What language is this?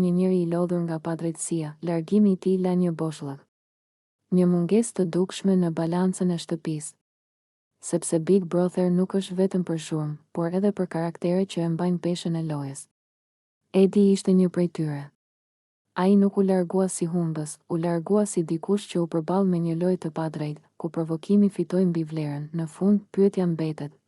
Albanian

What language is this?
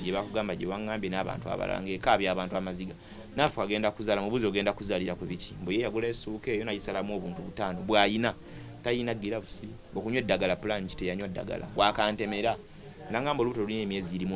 Ganda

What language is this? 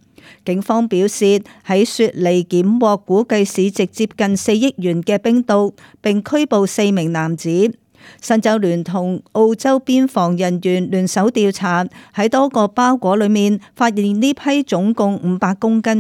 Cantonese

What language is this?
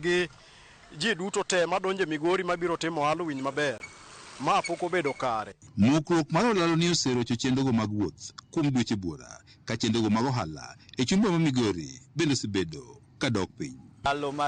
Luo (Kenya and Tanzania)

